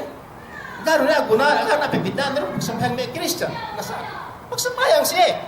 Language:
Yakan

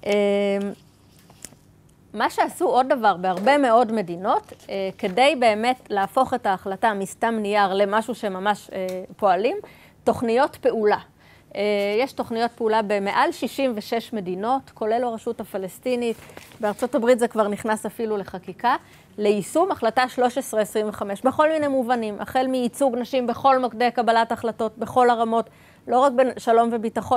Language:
Hebrew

